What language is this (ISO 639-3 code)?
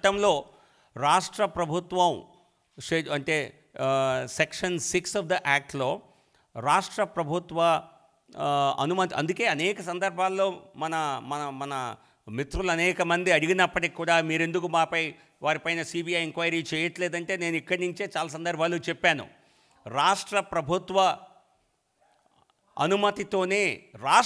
tel